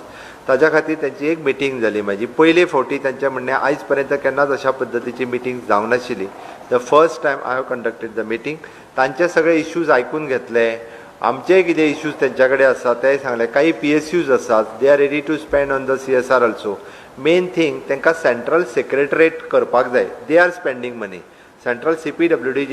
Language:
Konkani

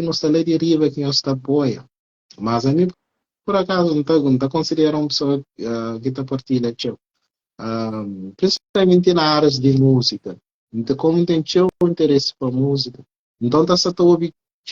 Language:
Kabuverdianu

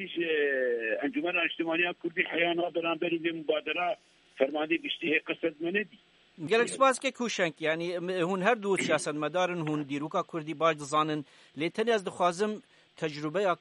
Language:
Kurdish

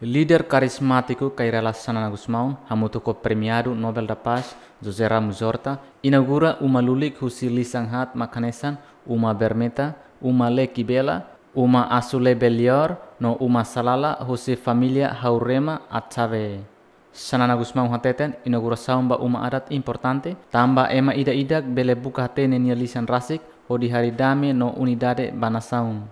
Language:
Tetum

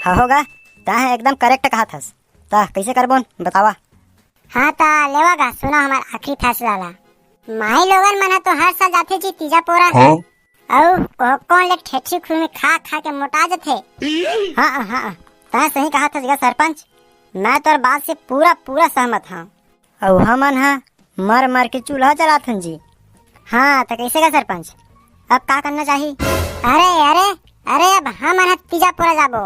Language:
Chhattisgarhi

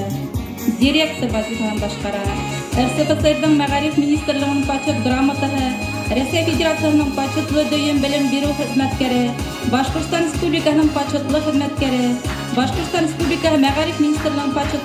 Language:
Bashkir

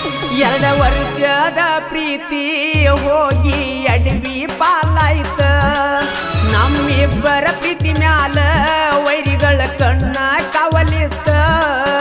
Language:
Kannada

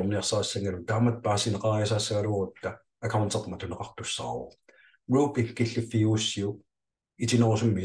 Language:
Kalaallisut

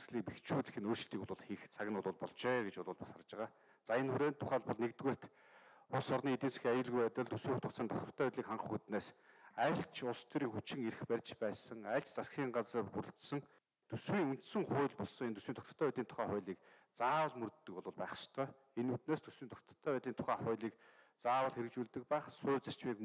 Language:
Mongolian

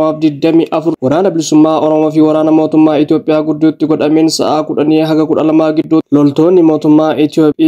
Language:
Oromo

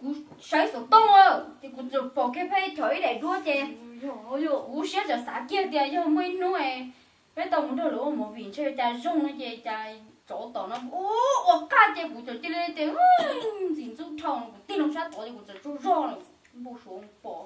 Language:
Hmong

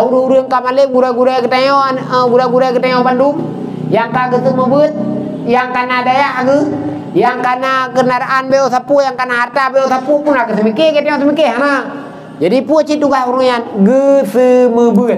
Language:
Achinese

